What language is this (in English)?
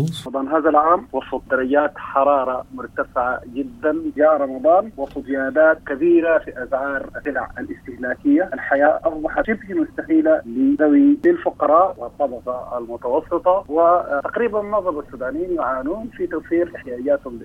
Arabic